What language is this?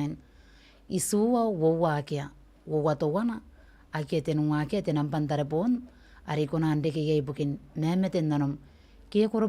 Gilbertese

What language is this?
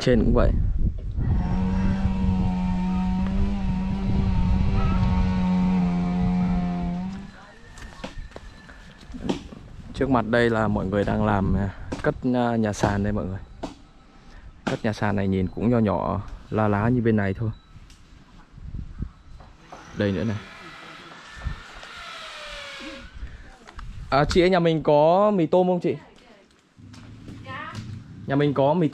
Vietnamese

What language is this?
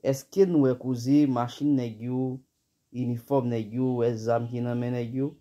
Haitian Creole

